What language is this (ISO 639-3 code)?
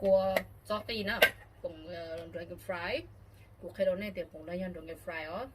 hmn